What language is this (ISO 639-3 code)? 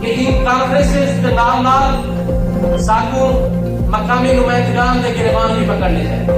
skr